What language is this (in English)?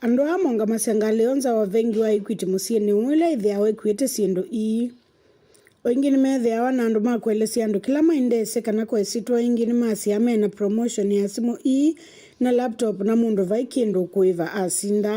Kamba